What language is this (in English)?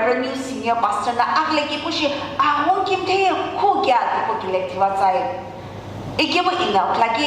Sumi Naga